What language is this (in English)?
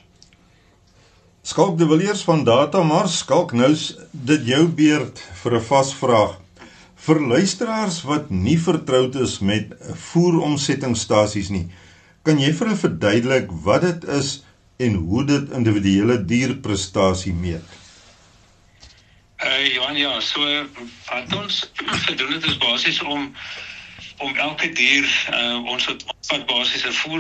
Afrikaans